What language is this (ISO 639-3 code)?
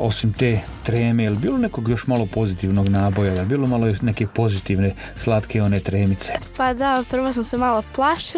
hrv